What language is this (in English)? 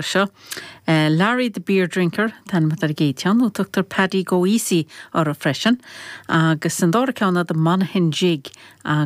Irish